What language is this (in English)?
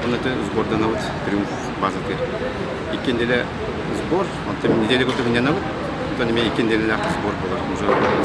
Yakut